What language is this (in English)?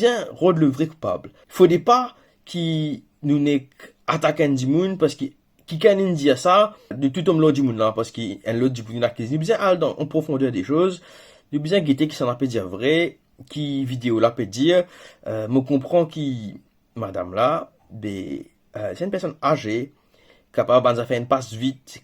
Morisyen